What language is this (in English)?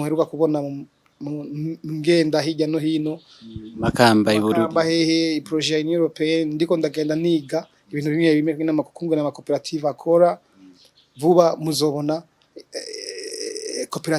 Rundi